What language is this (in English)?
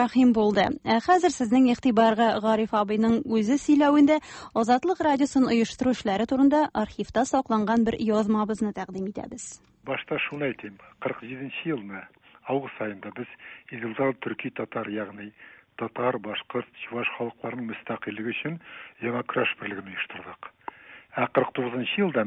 Tatar